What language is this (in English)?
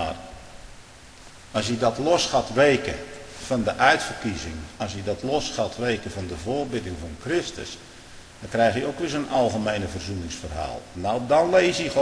Dutch